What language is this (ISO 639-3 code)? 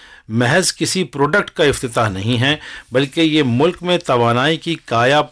urd